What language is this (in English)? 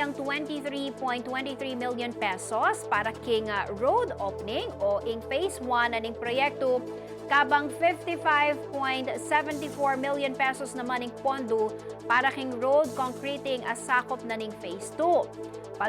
Pampanga